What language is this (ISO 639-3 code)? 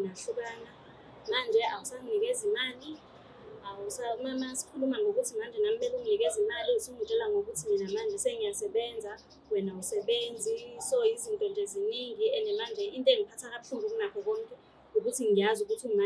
zul